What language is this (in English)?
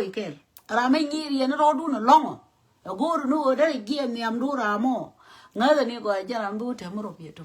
Nuer